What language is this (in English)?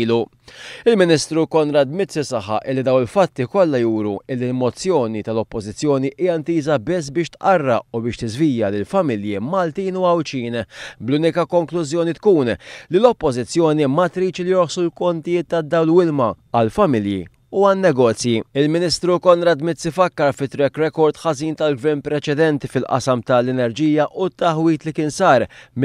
Maltese